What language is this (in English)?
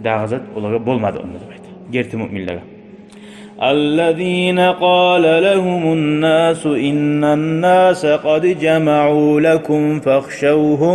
Kumyk